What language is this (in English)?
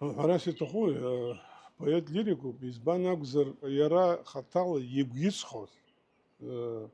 Abkhazian